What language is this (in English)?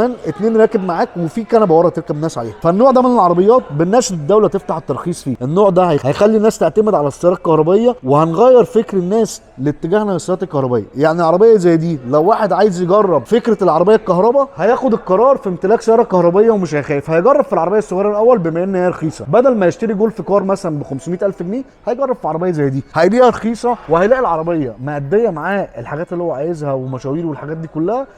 Egyptian Arabic